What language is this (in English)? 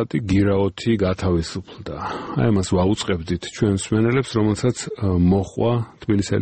Georgian